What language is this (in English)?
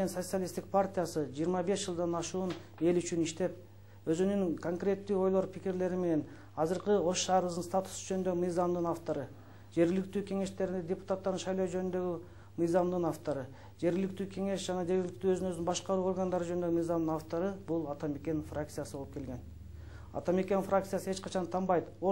Kyrgyz